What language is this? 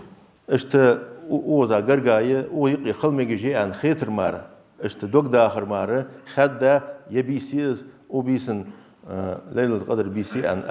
Ingush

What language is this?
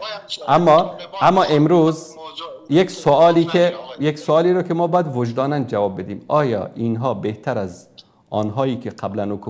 Persian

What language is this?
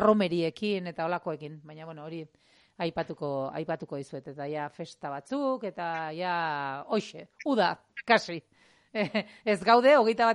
Basque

